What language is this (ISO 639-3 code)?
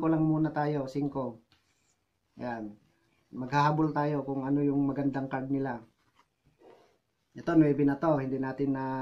fil